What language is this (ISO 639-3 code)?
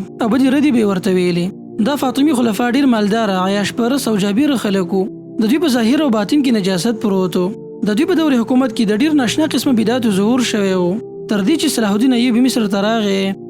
pus